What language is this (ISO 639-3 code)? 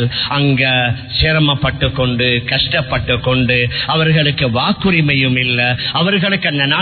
tam